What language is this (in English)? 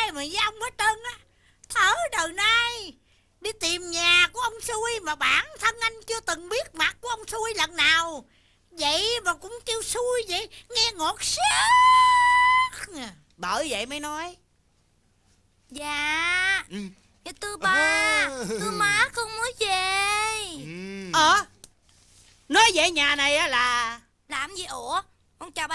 Vietnamese